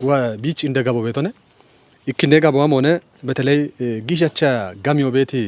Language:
Kafa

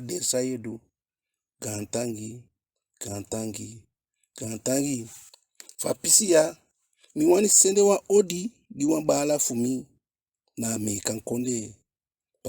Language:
Eastern Maroon Creole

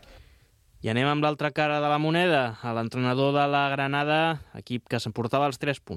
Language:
Catalan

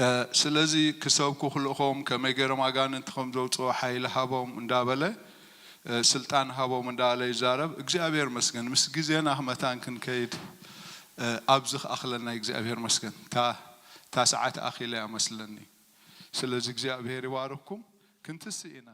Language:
Tigrinya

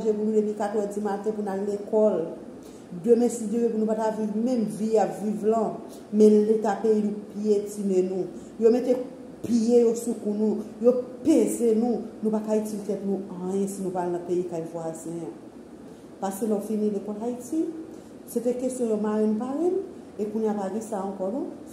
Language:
Haitian Creole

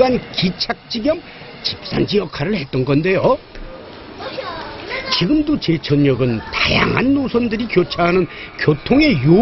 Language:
Korean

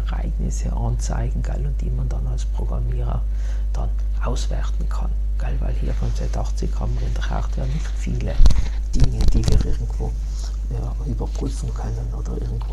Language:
German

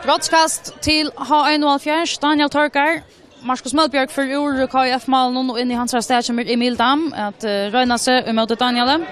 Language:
Faroese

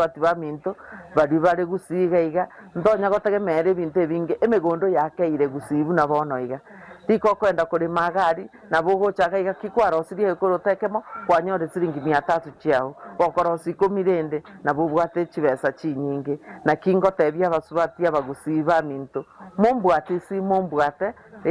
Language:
Gusii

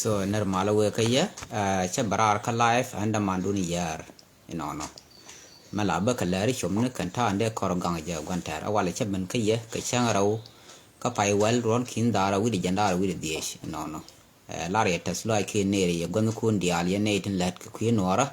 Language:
Nuer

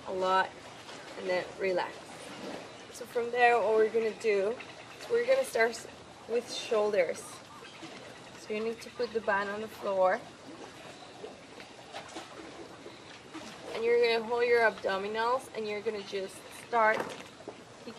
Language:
English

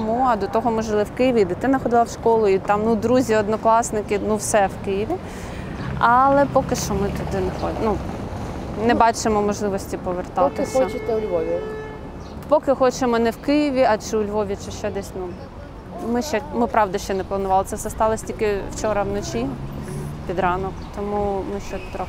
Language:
Ukrainian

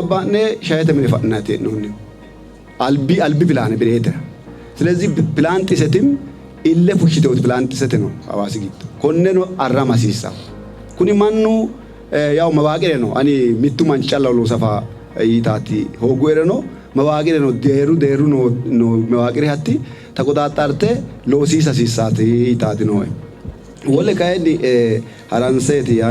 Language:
Sidamo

